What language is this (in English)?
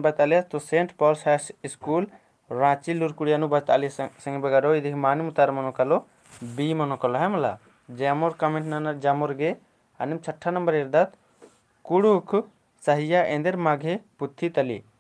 Kurukh